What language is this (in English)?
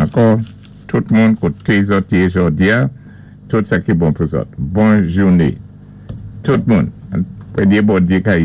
Saint Lucian Creole French